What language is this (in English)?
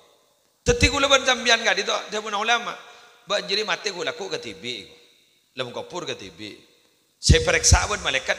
Madurese